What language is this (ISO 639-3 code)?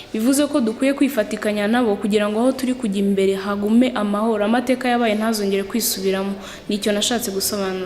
kin